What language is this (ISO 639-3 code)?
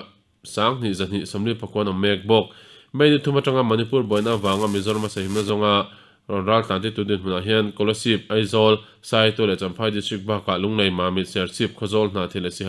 lus